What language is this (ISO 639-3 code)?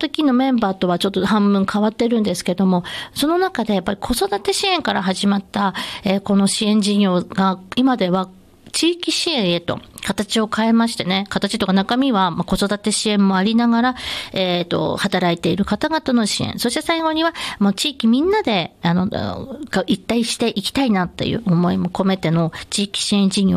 jpn